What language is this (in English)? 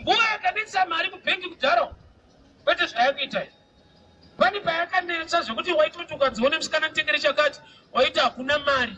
Shona